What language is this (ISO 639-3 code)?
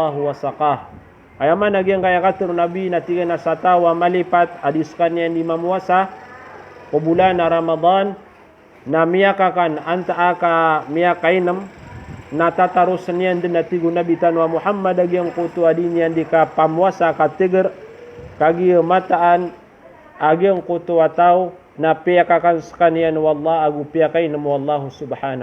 mrw